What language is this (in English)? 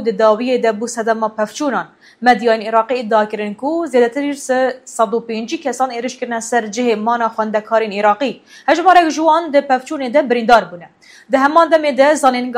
Kurdish